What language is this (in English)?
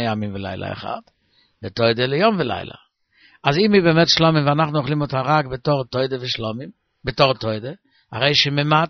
Hebrew